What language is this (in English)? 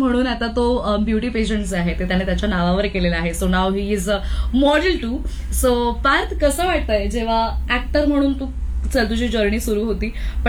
Marathi